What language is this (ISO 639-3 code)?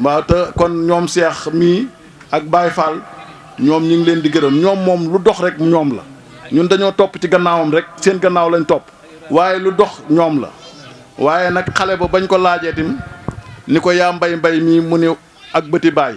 wol